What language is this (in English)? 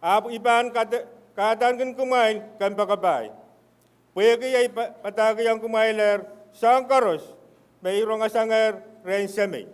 Pohnpeian